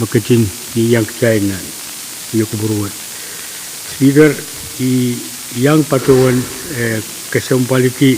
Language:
Pohnpeian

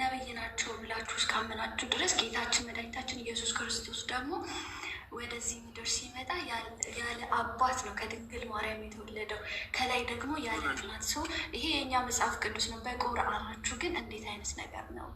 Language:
Amharic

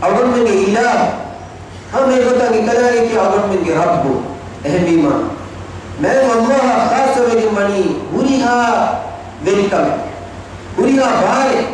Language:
Divehi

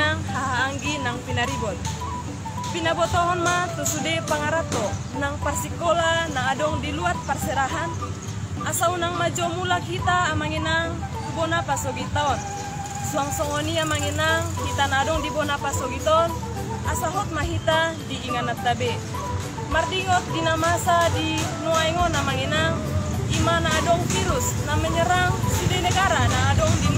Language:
Batak Toba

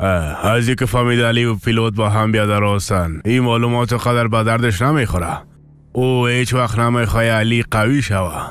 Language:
Persian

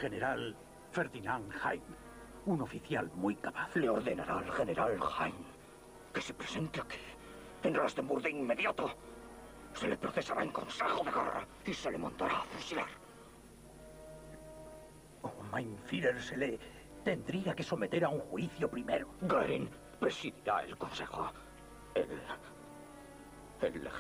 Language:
Spanish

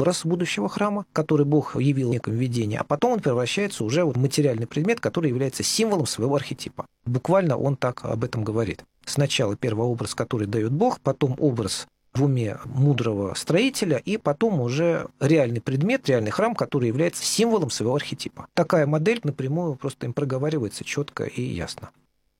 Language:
Russian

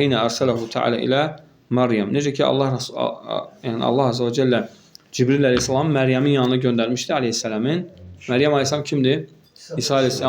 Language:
Azerbaijani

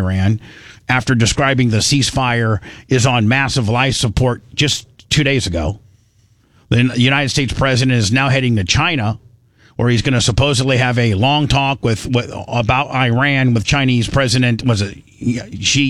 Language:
English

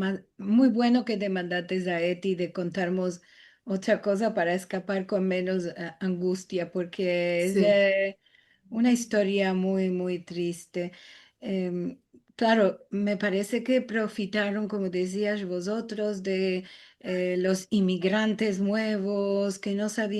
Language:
Ladino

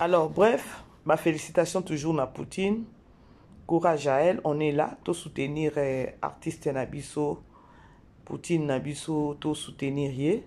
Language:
Lingala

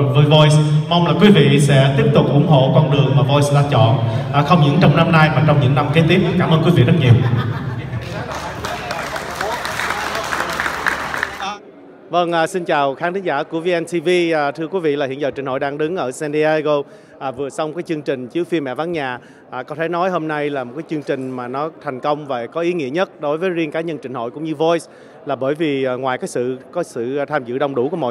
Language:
Vietnamese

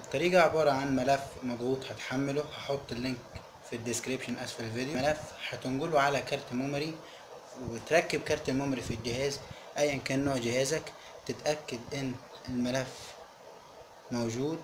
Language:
Egyptian Arabic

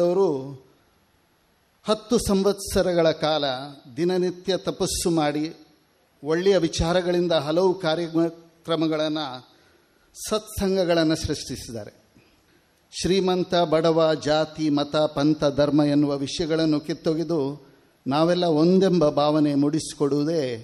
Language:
Kannada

